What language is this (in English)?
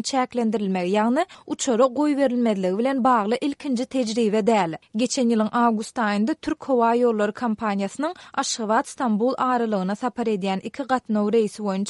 Turkmen